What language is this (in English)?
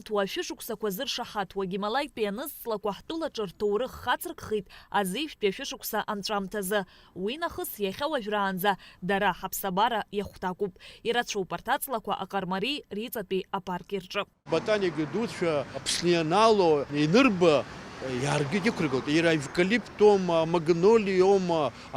Abkhazian